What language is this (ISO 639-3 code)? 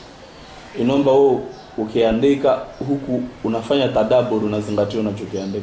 swa